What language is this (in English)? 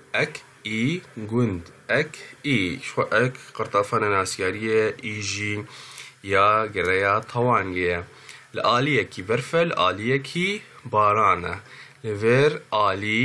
Kurdish